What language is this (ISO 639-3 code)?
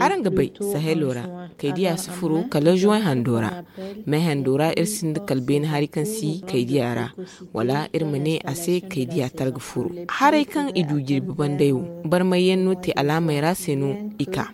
dje